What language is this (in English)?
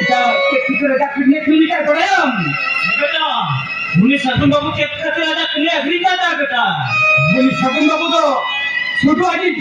Santali